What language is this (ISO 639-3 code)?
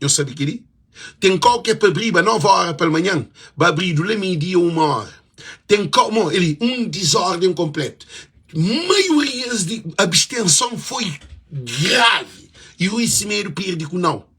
kea